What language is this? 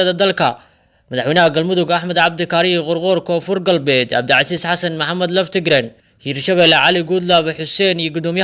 Somali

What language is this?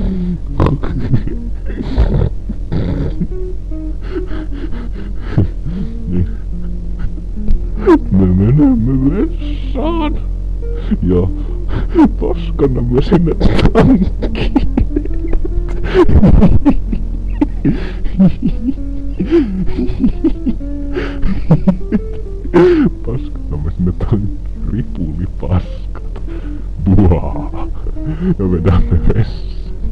Finnish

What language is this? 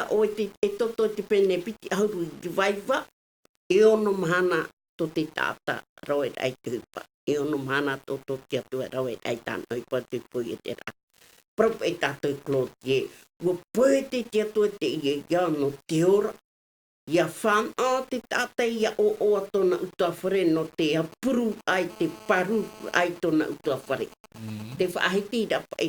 Tahitian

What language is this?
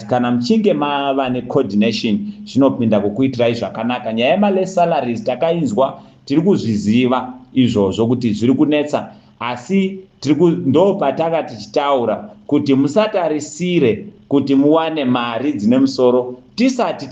Shona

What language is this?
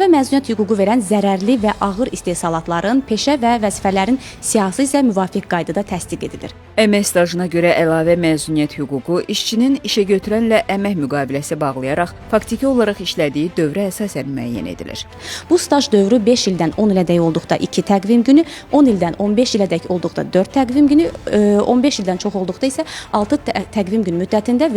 Azerbaijani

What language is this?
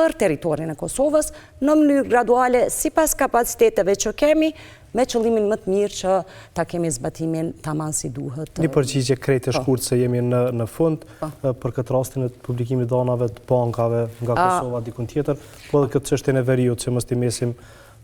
Albanian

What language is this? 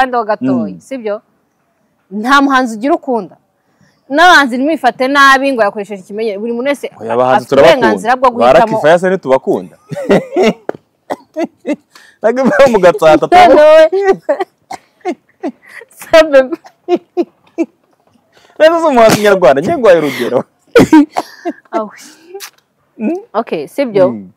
Kinyarwanda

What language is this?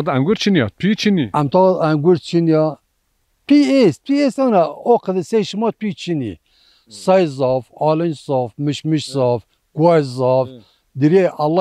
Zaza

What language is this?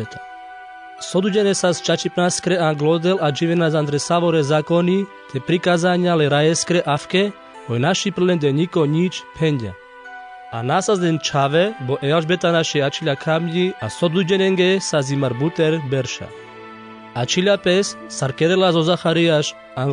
Carpathian Romani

